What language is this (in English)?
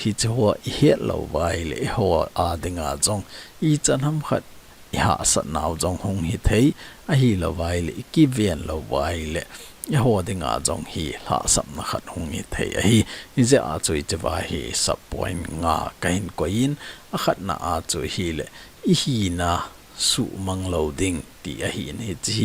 Thado Chin